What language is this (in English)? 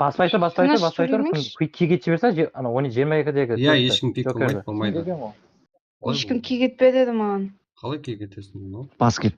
Kara-Kalpak